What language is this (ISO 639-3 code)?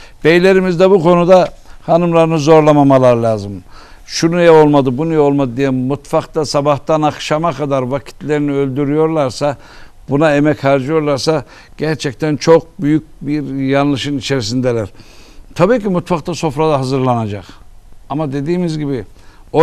tur